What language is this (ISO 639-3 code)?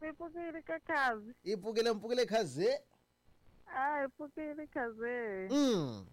tso